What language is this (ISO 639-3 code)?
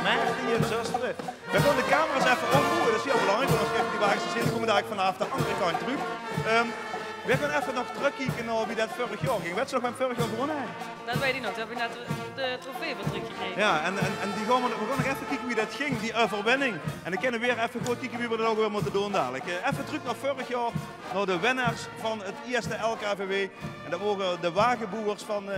lim